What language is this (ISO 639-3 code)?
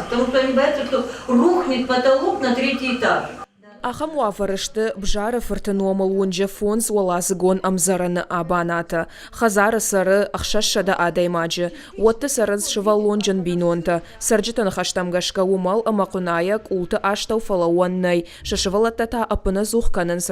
oss